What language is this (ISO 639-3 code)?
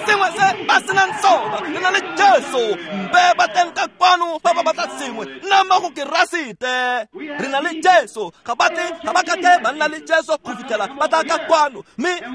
tsn